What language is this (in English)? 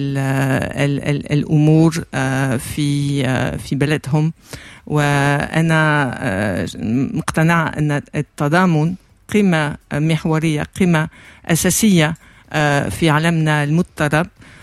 Arabic